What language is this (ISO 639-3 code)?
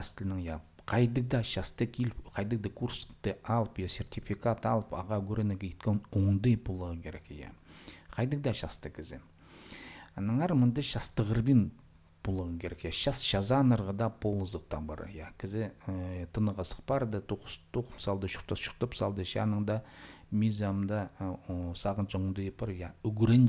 kjh